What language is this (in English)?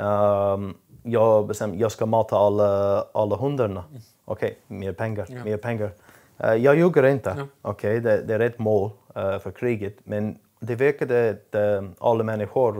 Swedish